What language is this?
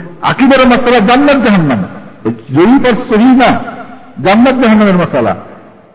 Bangla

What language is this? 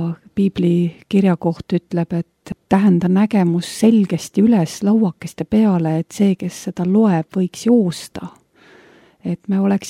Estonian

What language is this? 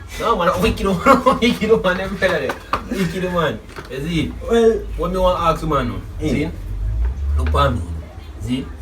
Jamaican Creole English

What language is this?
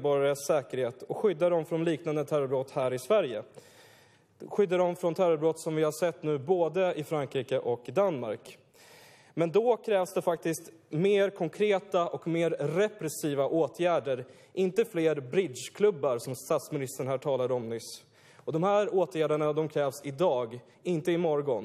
Swedish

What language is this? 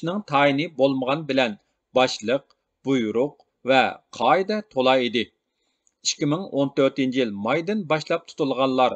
Uyghur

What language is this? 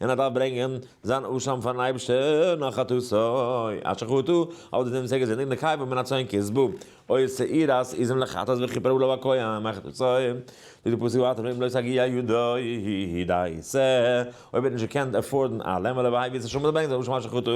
Yiddish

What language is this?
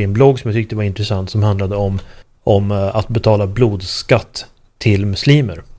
Swedish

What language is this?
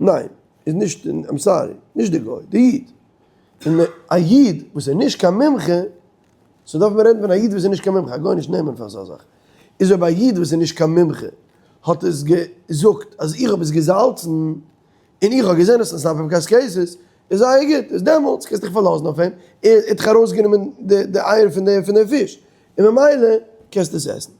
Yiddish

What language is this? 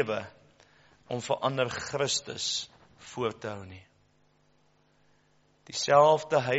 Afrikaans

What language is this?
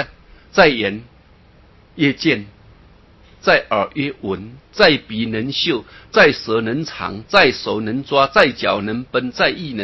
Chinese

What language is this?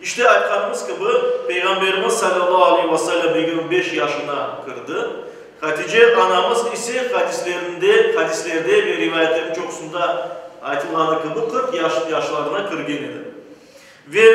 Crimean Tatar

